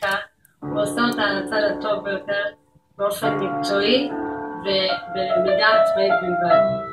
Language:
Hebrew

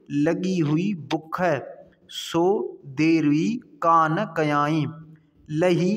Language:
Sindhi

